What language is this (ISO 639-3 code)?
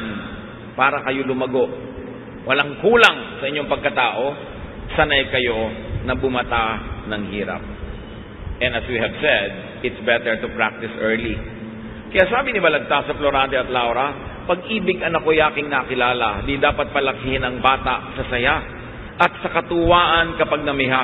fil